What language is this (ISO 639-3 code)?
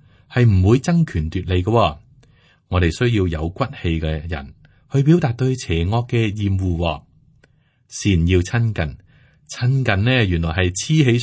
yue